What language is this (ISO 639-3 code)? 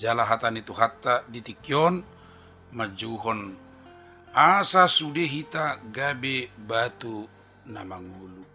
bbc